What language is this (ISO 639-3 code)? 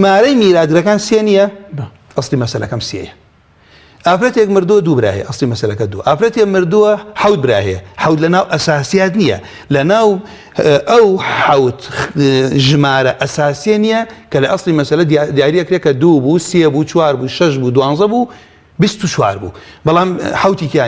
ckb